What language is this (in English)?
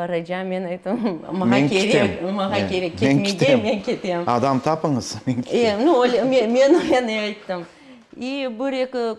Crimean Tatar